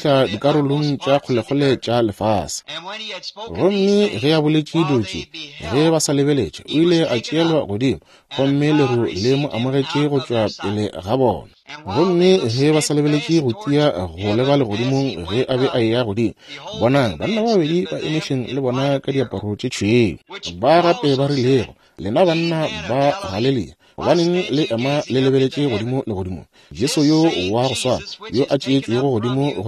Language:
Northern Sotho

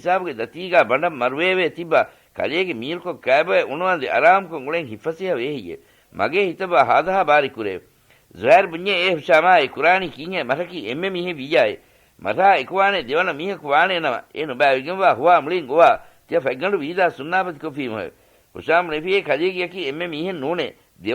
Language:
Divehi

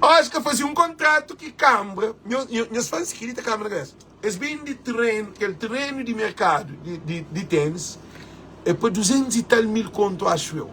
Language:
Kabuverdianu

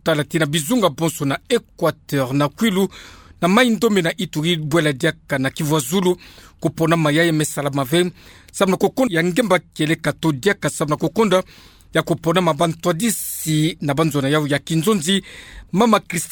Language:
Kituba (Democratic Republic of Congo)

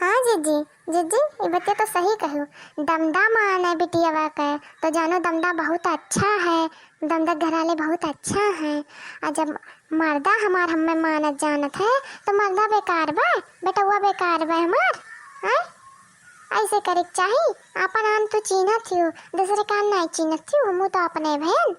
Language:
Awadhi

